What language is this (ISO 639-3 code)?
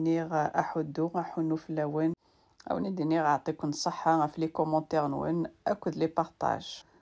kab